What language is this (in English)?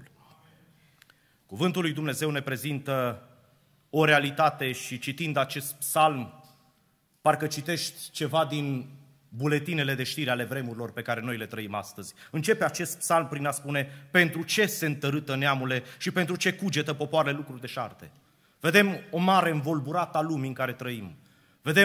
Romanian